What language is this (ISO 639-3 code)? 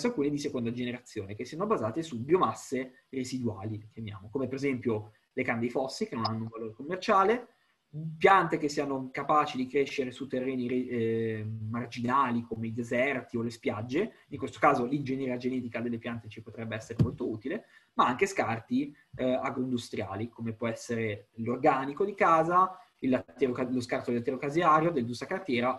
ita